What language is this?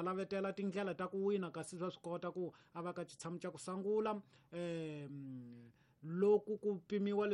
Tsonga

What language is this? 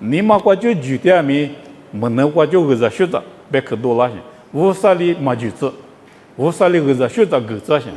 Lisu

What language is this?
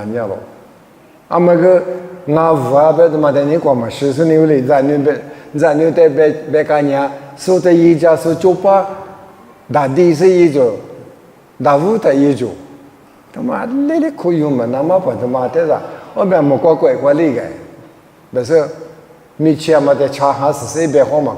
Lisu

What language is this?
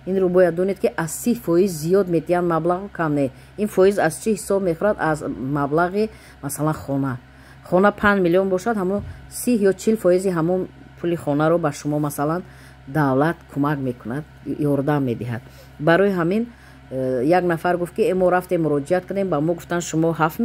Tajik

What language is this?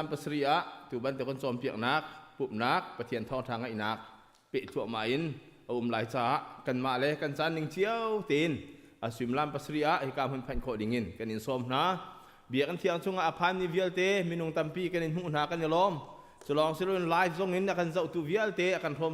Hakha Chin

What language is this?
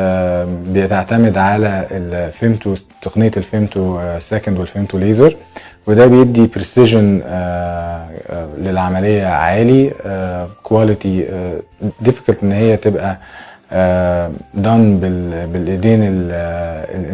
Egyptian Arabic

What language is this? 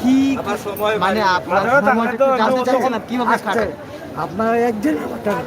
Sylheti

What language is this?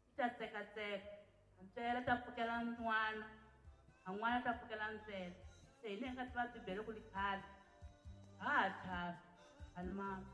Tsonga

